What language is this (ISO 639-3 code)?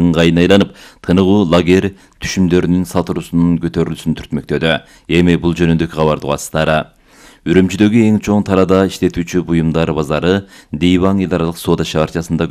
kir